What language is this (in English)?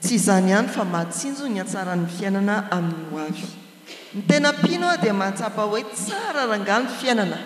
Malagasy